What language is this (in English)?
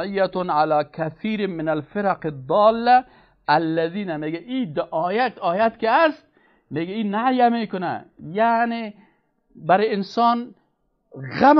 Persian